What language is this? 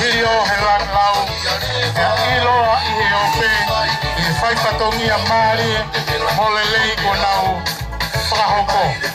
Tongan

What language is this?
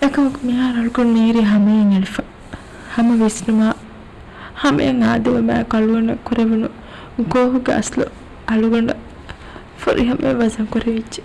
Divehi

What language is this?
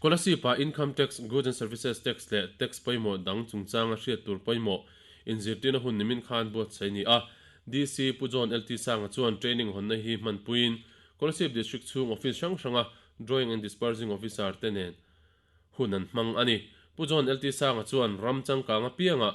Mizo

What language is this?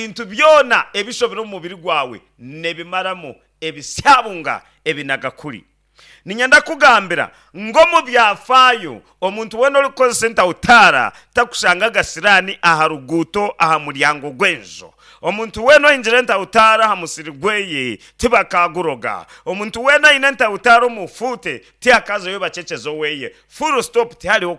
Nyankole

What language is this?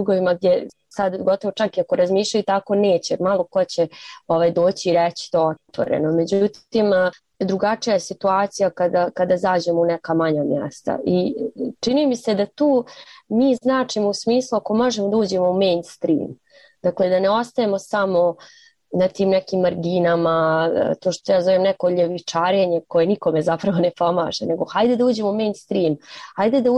Bosnian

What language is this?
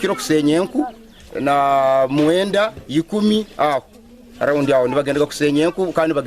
Nyankole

